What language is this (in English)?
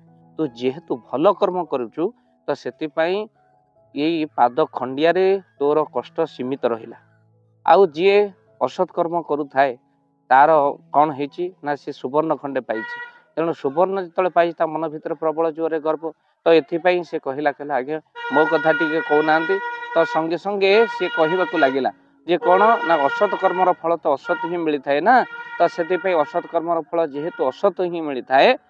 Odia